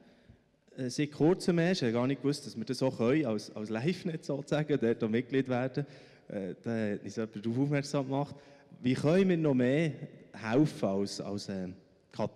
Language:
Swiss German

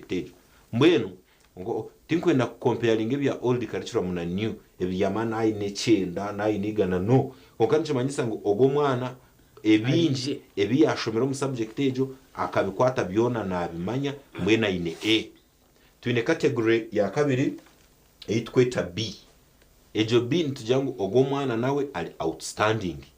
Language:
Nyankole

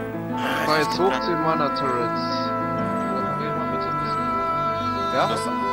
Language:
German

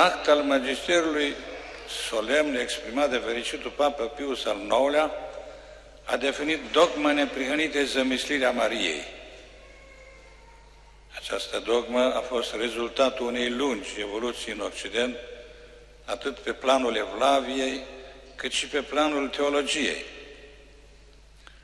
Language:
Romanian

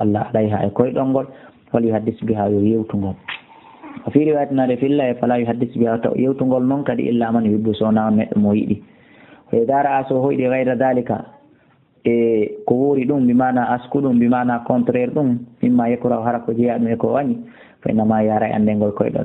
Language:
Fula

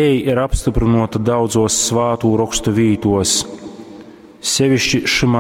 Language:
Latgalian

